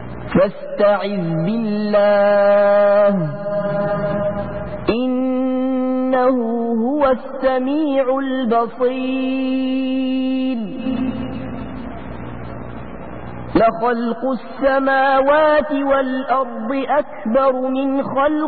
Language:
Arabic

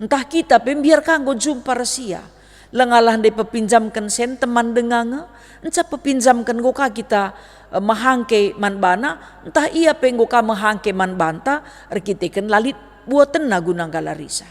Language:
Batak Karo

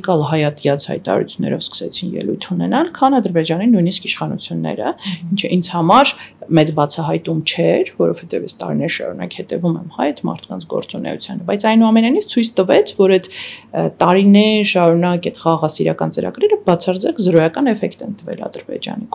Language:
Armenian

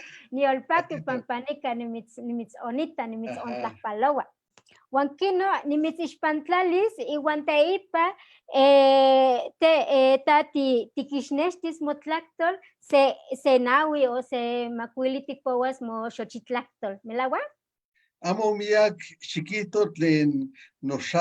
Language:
Eastern Huasteca Nahuatl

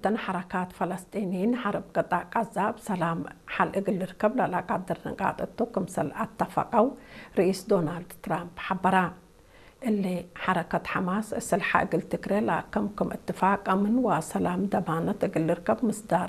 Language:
Tigre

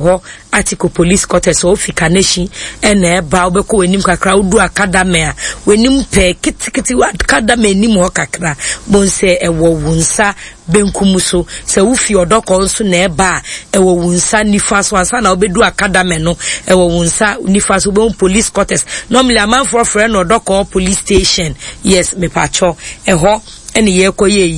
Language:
Akan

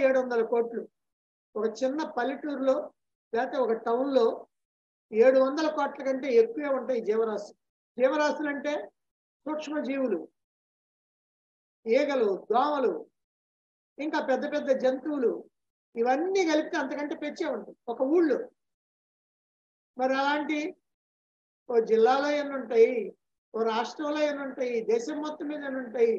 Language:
Telugu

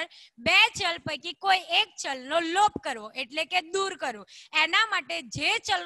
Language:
Gujarati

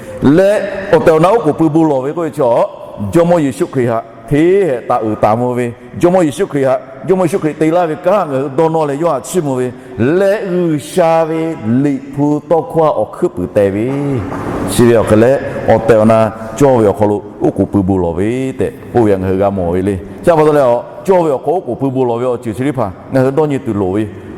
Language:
Lahu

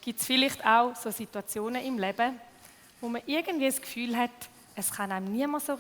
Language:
Swiss German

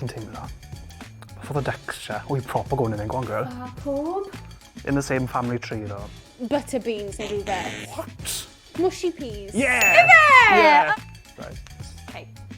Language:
Welsh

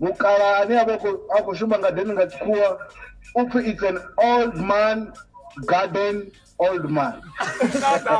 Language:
Venda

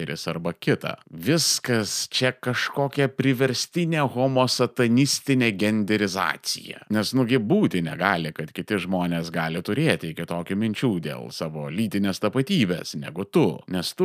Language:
Lithuanian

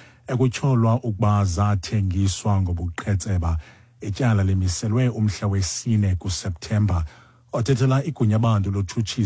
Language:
Xhosa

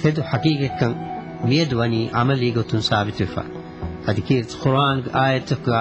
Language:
Divehi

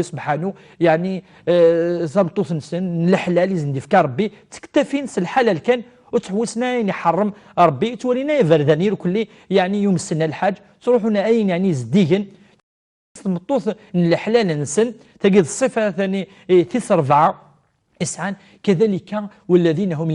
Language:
Kabyle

